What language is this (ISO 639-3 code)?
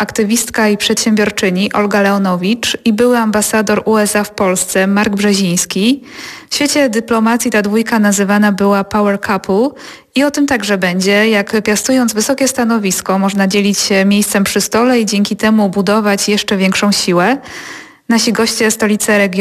pol